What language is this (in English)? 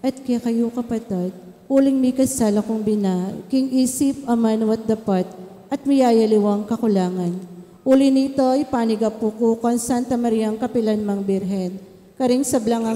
Pampanga